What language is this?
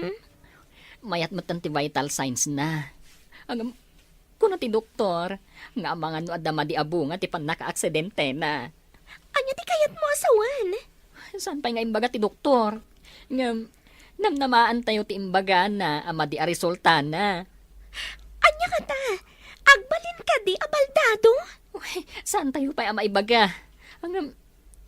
Iloko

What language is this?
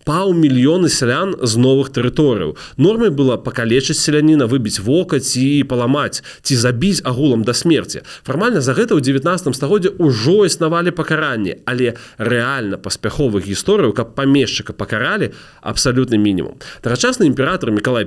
Belarusian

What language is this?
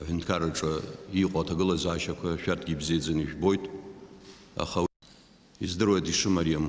Abkhazian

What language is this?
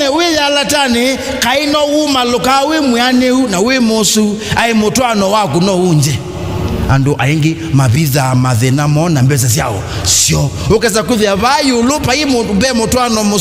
Kamba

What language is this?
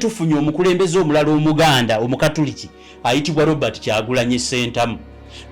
Ganda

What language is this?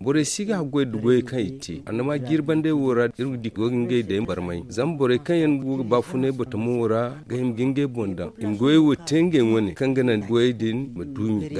Zarma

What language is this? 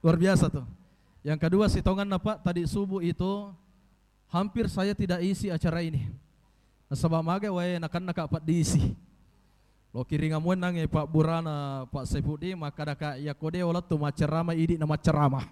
Buginese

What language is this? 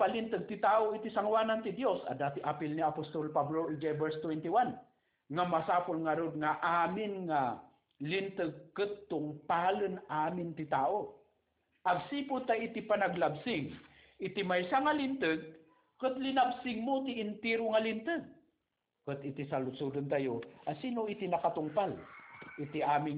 Iloko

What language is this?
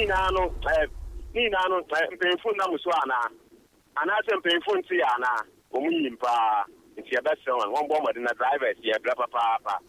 Akan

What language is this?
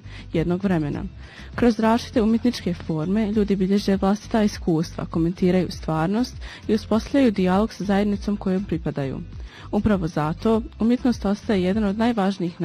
Bosnian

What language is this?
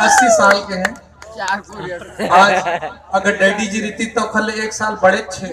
Chhattisgarhi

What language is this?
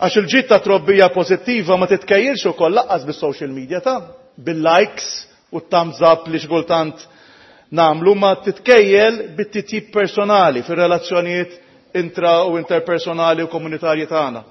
Maltese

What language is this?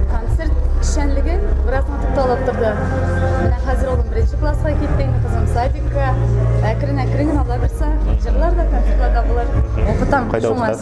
Tatar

